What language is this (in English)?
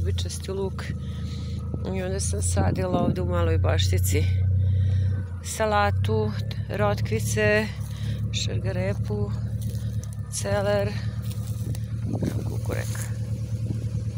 Serbian